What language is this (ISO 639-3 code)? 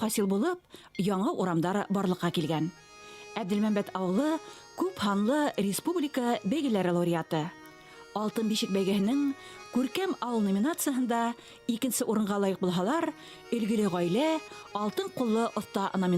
bak